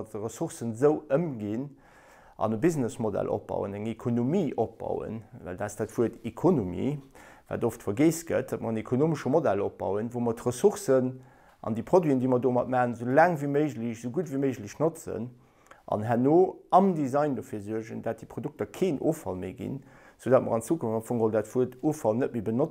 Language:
Luxembourgish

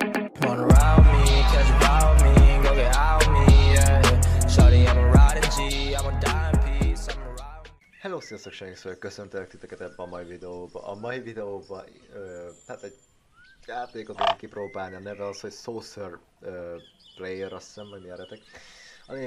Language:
Hungarian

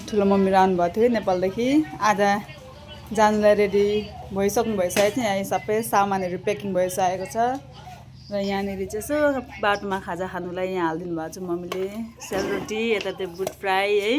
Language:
Nepali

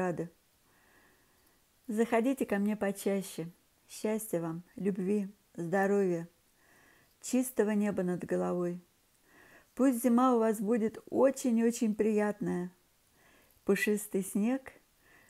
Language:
Russian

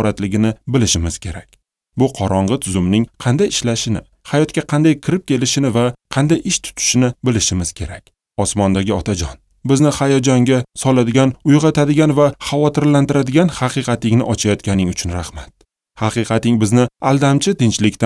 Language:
Uzbek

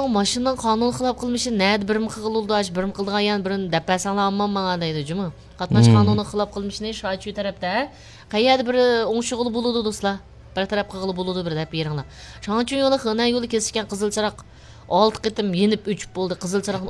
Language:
Uyghur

